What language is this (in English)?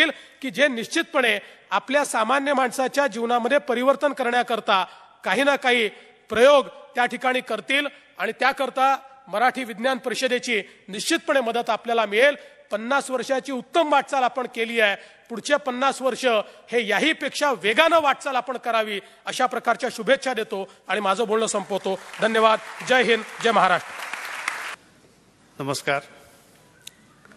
Marathi